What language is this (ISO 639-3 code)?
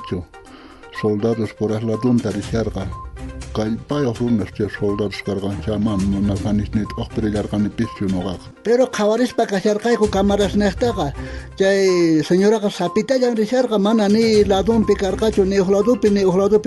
quh